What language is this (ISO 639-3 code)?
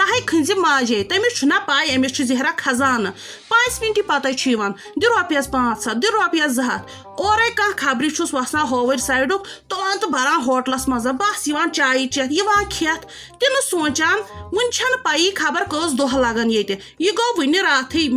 kas